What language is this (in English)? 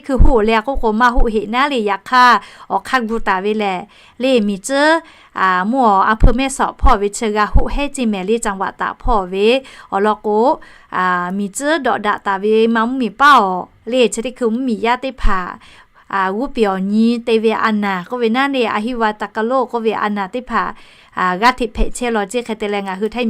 Lahu